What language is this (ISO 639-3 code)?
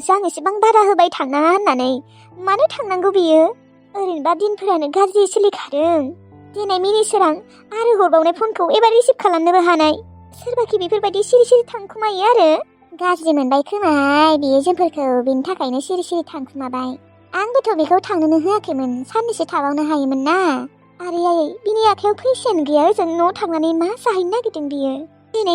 brx